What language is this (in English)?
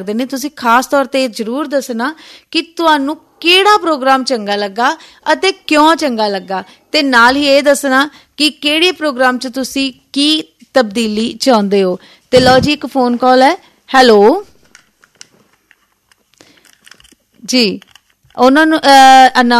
Punjabi